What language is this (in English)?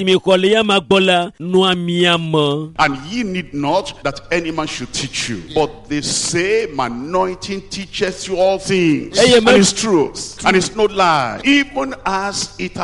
Ewe